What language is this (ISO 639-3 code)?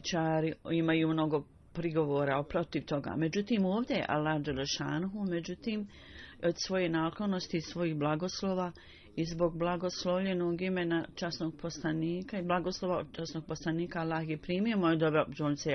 bos